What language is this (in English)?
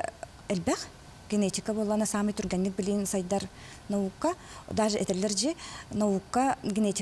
Yakut